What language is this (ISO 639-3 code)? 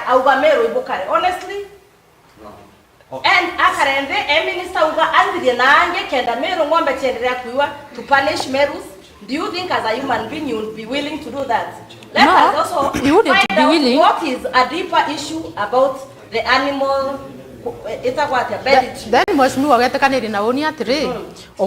mer